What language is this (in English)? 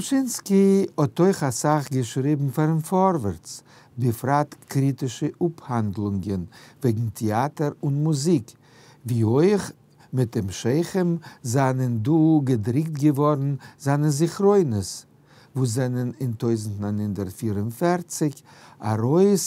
Yiddish